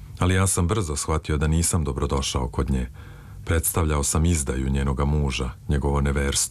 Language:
Serbian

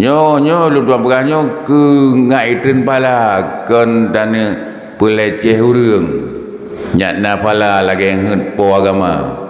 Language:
Achinese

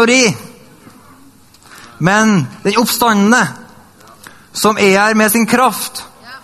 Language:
Norwegian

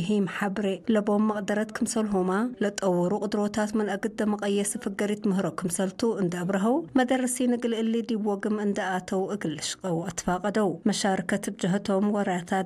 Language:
Tigre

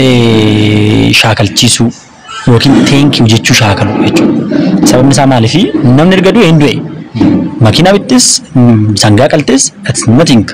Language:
Oromo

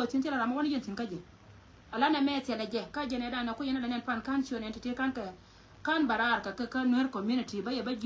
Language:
Nuer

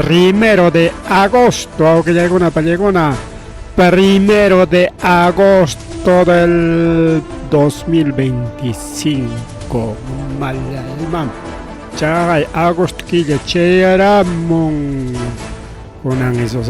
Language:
Ayacucho Quechua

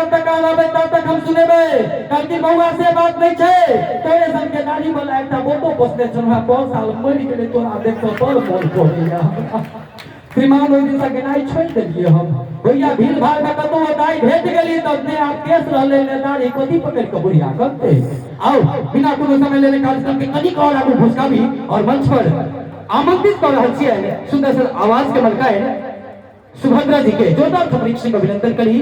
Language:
Maithili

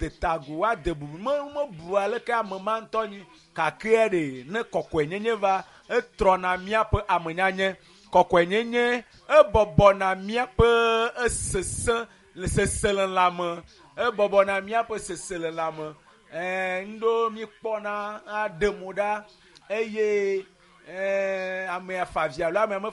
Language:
Ewe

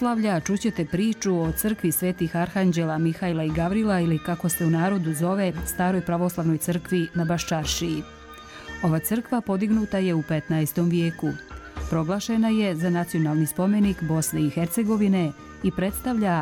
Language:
Bosnian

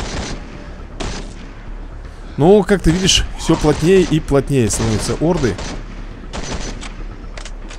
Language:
Russian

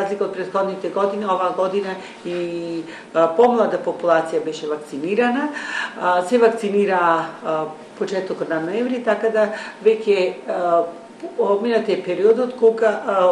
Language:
Macedonian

